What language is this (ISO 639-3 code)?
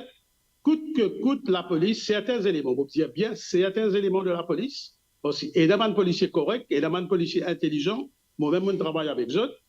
mfe